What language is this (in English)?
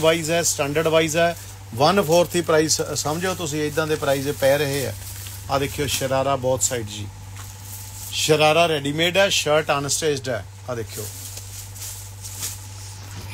Punjabi